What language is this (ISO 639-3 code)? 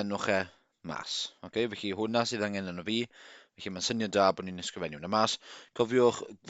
cym